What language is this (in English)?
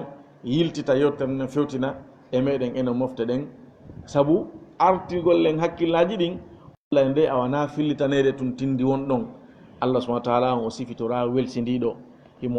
Fula